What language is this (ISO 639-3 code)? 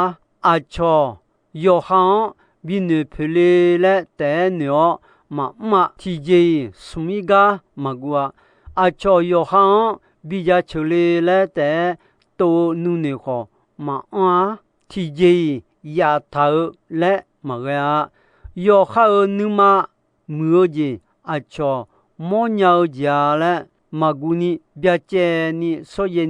ahk